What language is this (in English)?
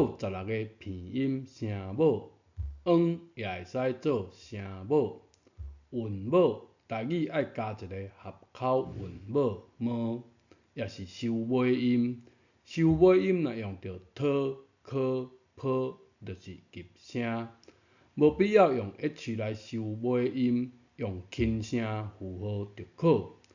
Min Nan Chinese